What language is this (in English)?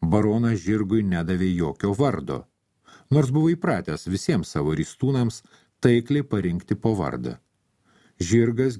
Lithuanian